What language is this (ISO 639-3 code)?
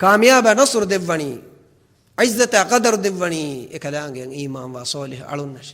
div